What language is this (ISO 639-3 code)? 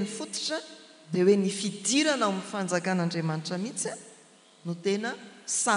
mlg